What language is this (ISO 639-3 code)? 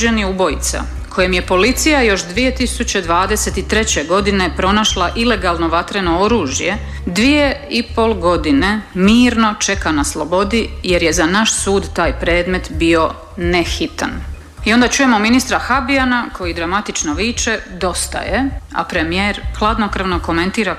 hrv